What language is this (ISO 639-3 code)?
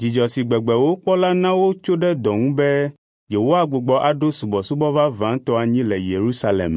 ewe